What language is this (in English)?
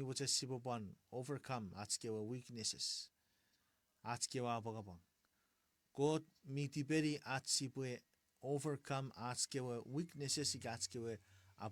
Chuukese